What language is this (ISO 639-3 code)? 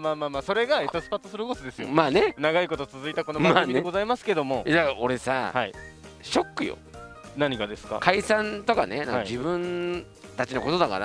jpn